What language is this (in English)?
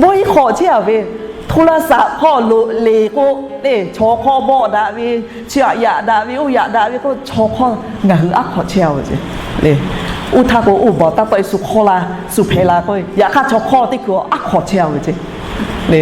Lahu